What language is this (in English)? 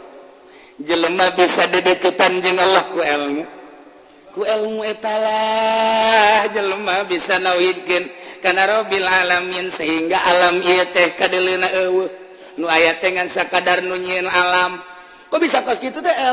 Sundanese